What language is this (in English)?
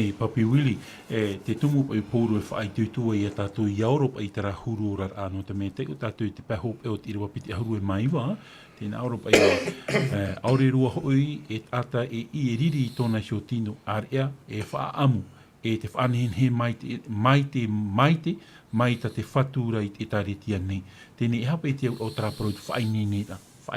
Tahitian